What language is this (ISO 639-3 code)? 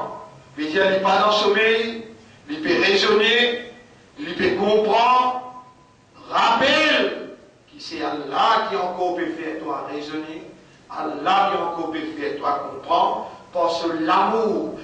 mfe